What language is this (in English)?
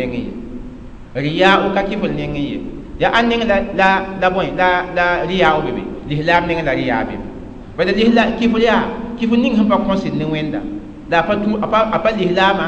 Mossi